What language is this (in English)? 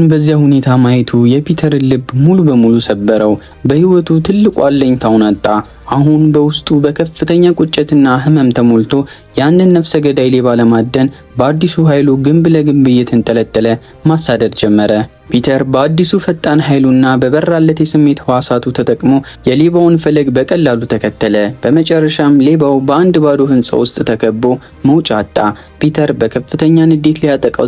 Amharic